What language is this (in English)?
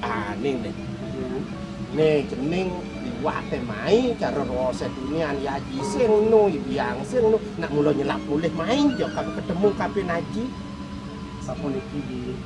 Balinese